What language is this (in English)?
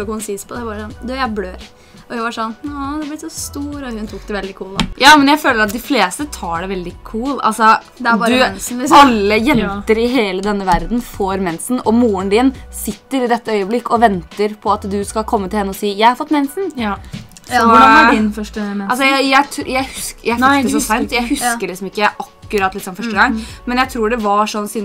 Norwegian